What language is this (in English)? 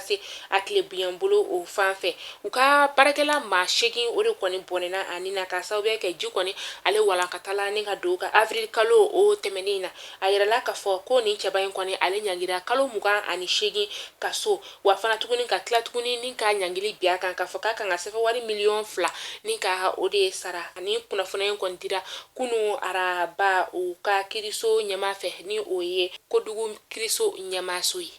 Bambara